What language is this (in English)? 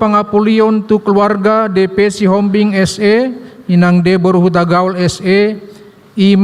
Batak Toba